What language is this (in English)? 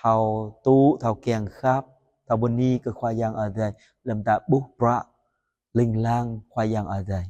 Jarai